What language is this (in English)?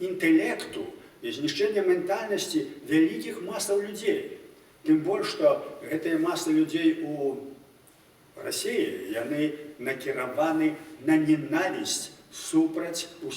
Belarusian